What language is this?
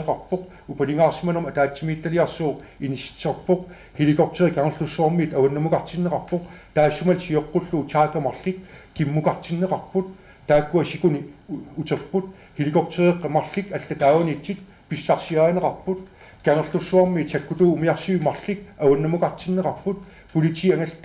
Kalaallisut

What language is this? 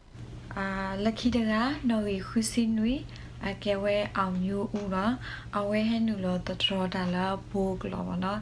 S'gaw Karen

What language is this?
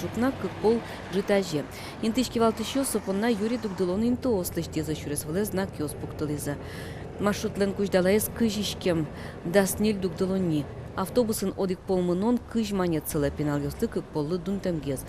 Udmurt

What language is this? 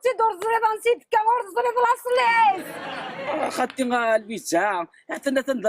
Kabyle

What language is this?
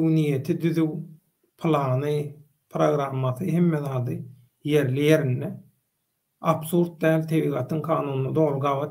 Turkmen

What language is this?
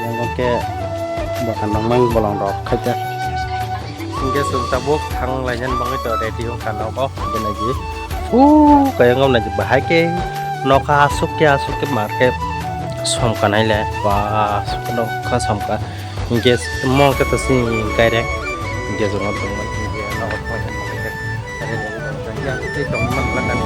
Kok Borok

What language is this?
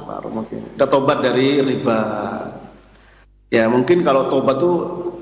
Indonesian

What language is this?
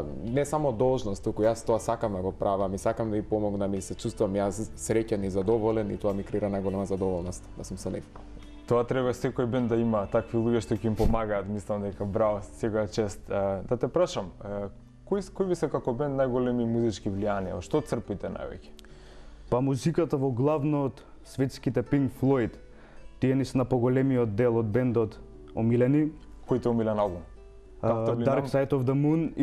Macedonian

